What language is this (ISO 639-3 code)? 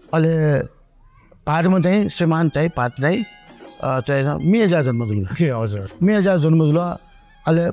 new